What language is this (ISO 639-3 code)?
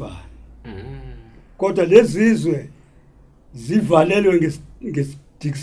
zul